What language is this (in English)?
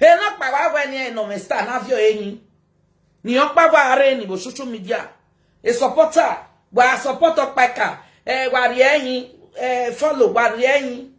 Nigerian Pidgin